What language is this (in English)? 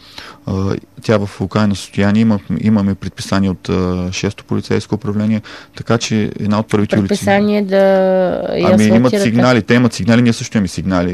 Bulgarian